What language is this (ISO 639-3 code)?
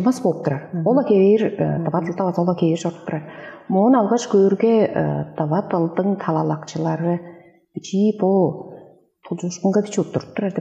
tyv